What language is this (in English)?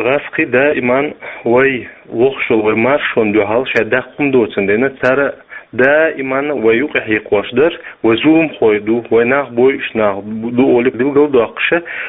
Chechen